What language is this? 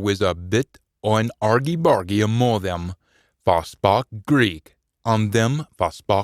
Scots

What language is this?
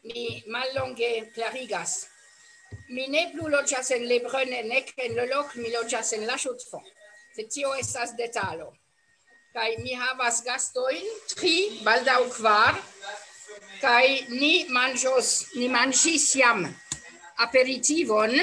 Esperanto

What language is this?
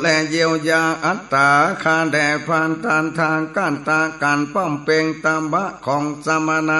Northern Thai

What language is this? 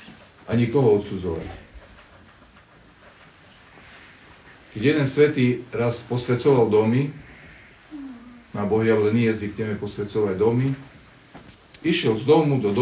Slovak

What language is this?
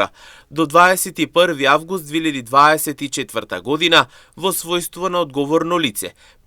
Macedonian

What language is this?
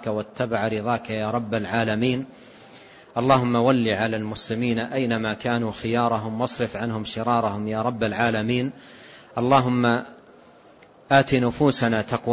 Arabic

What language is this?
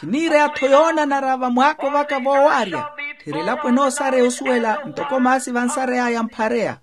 Makhuwa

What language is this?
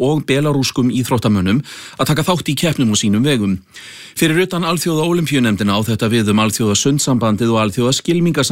Icelandic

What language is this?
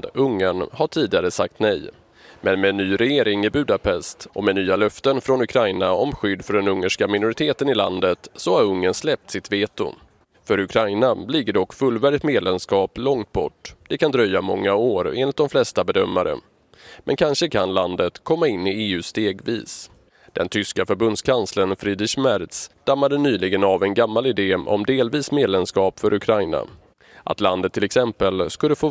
Swedish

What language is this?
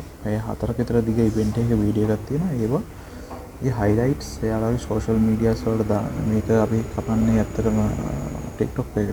Sinhala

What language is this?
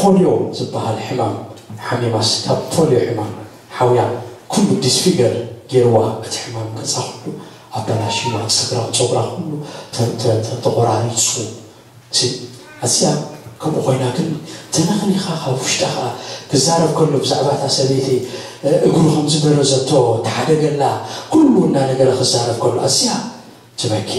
Tigrinya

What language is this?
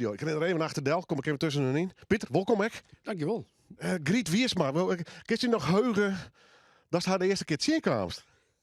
Western Frisian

